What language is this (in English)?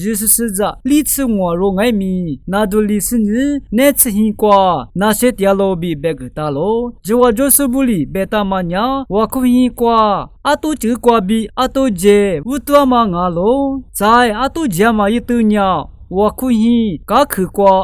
Lisu